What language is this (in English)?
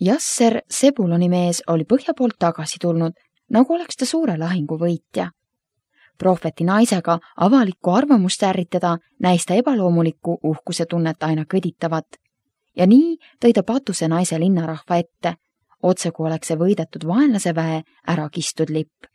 Estonian